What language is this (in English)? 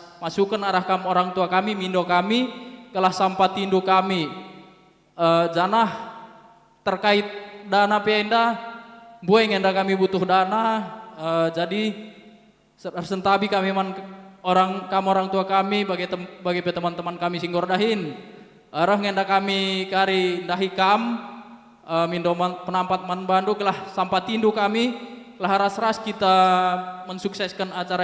Batak Karo